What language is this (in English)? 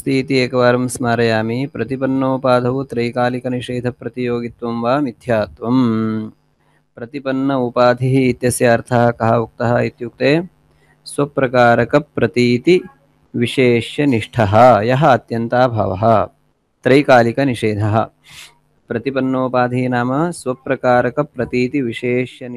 Sanskrit